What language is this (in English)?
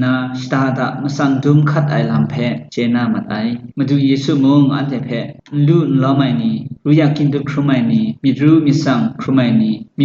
Kachin